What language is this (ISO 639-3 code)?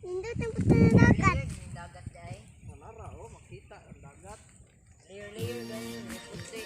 ceb